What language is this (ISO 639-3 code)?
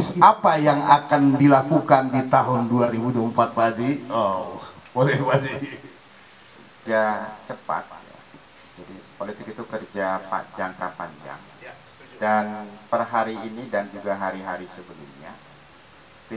ind